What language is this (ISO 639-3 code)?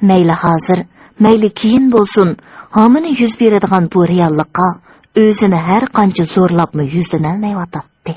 uig